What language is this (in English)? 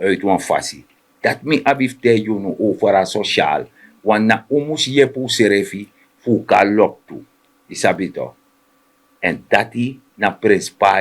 Sranan Tongo